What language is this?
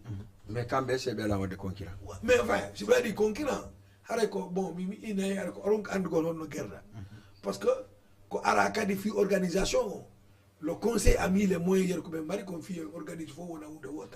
Fula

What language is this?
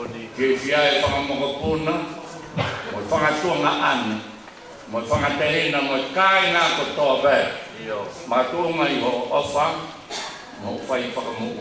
Tongan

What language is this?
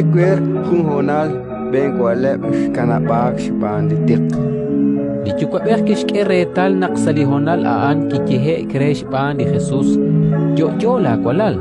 Kekchí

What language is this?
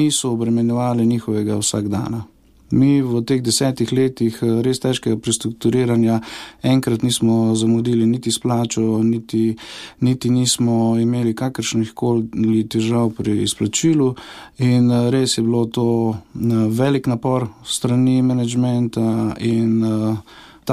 Slovenian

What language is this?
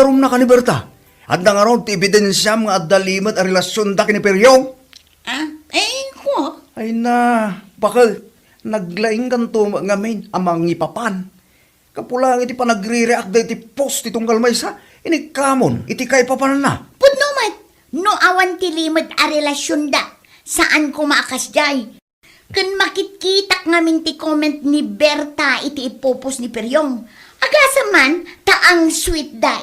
Iloko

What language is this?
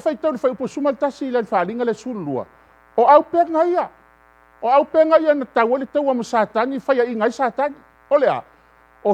Samoan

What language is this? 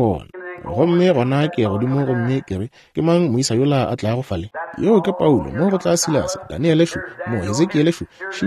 Northern Sotho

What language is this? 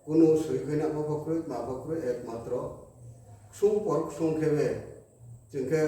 Riang (India)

